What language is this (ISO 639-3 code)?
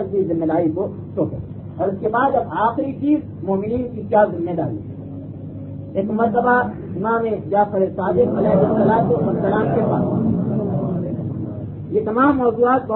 urd